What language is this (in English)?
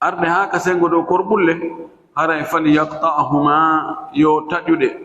Fula